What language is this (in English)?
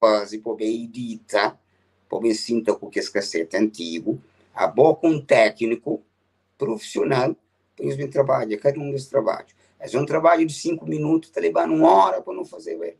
Kabuverdianu